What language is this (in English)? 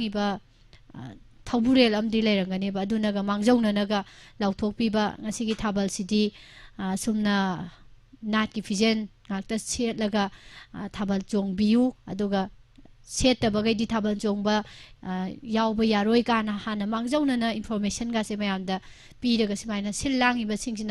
Manipuri